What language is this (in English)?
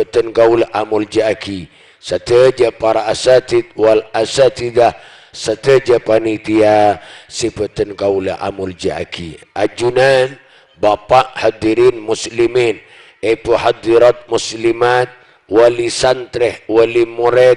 Madurese